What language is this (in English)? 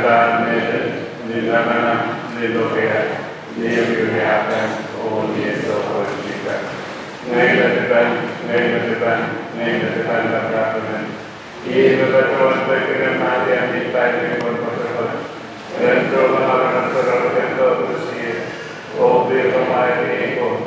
Pohnpeian